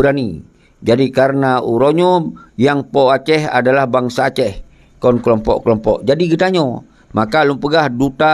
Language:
Achinese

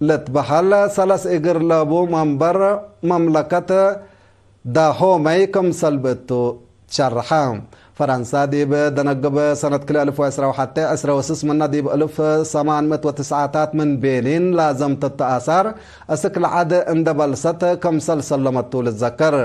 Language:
Tigre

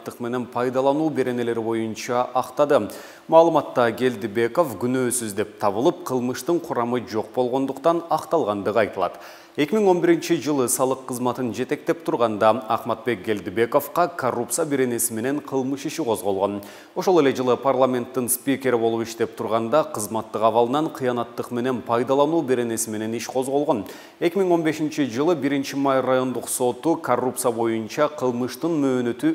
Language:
Kyrgyz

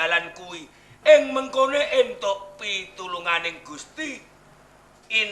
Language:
Javanese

